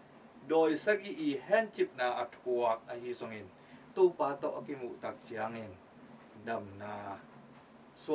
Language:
Tedim Chin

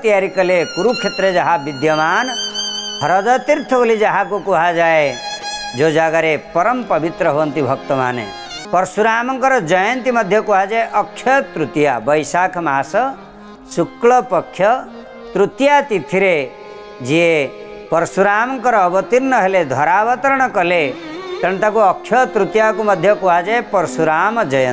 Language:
Odia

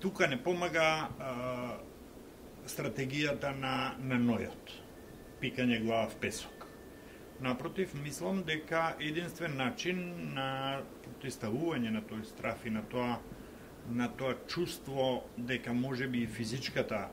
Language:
Macedonian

